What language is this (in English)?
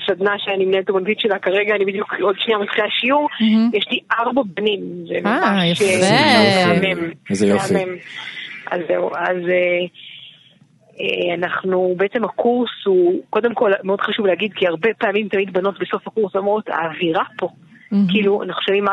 Hebrew